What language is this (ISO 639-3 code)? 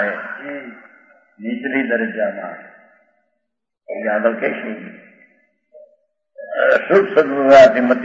guj